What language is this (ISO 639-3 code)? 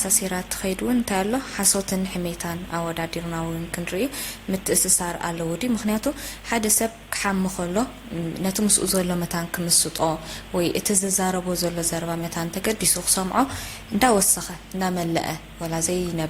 tir